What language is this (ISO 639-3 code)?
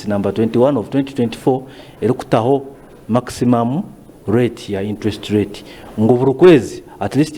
nyn